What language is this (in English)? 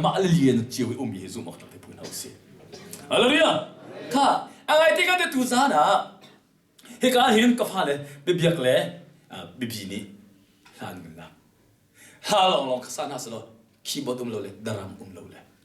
Hakha Chin